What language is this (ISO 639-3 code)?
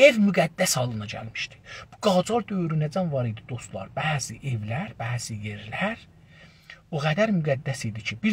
azb